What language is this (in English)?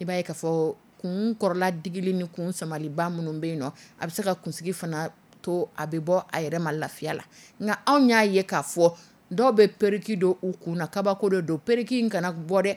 Dyula